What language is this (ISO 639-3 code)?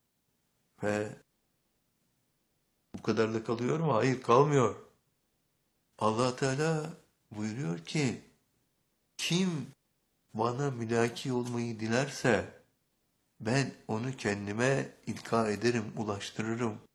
tur